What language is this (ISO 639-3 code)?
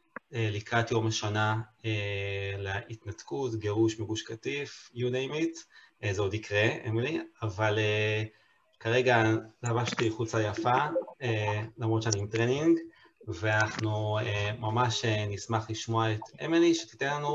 heb